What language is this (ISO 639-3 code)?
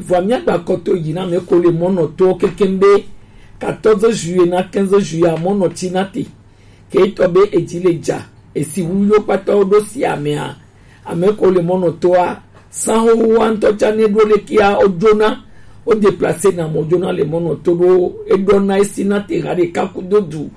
gej